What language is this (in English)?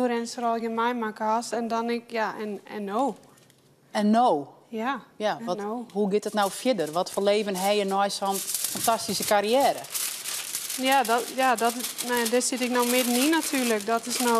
Western Frisian